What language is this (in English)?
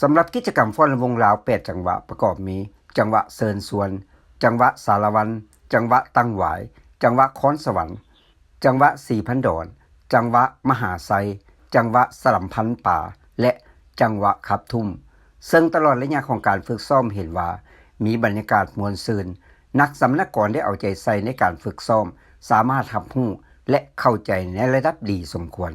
Lao